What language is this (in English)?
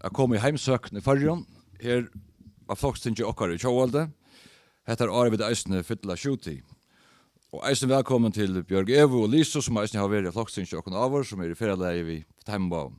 Faroese